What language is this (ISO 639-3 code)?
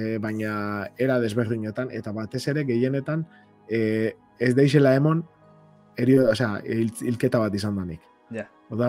eus